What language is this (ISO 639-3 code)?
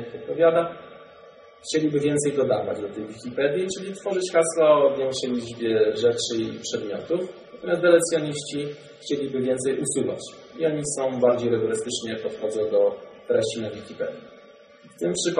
pol